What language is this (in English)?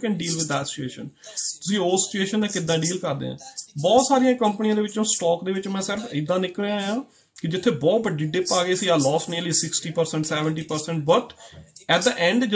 Punjabi